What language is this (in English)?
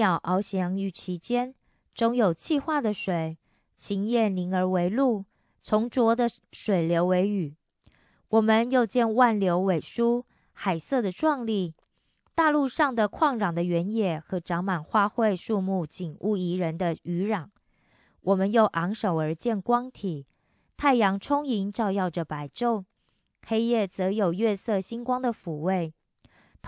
Chinese